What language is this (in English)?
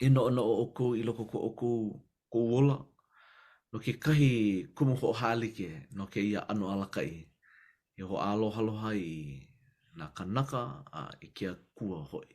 Hawaiian